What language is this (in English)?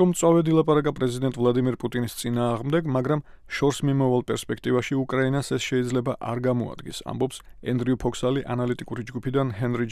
Georgian